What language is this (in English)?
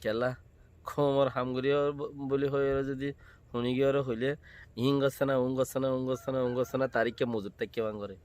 Rohingya